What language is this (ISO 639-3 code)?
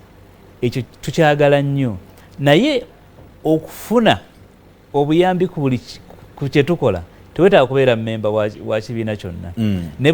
lug